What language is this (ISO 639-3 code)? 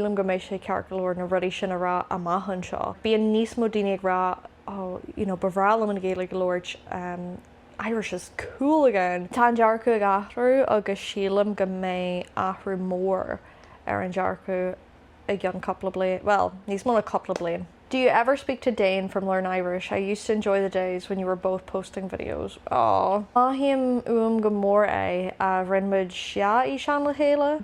gle